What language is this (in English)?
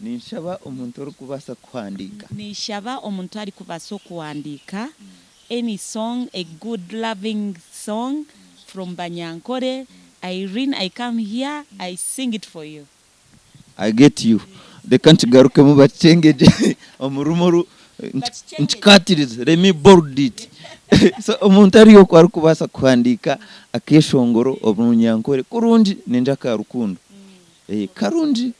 Nyankole